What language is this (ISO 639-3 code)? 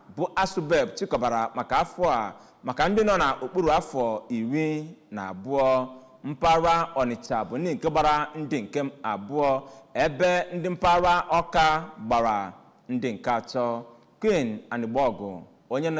ibo